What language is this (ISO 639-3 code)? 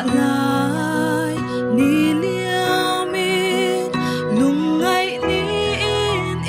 pck